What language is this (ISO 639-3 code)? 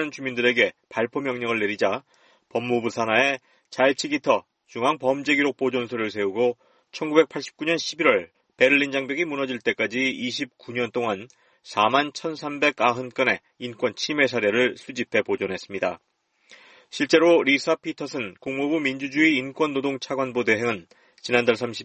kor